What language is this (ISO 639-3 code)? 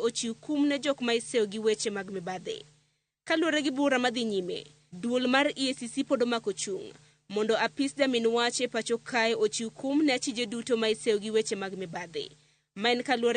luo